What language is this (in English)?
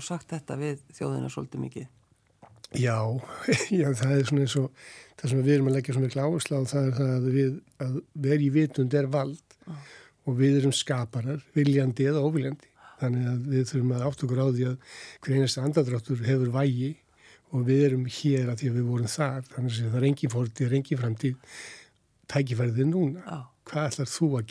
Icelandic